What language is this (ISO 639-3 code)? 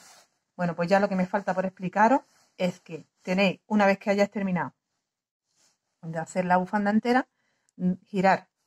spa